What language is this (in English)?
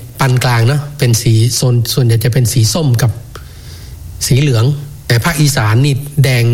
Thai